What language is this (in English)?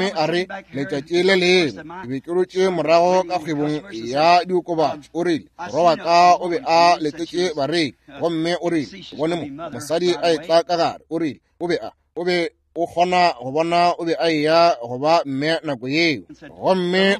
Northern Sotho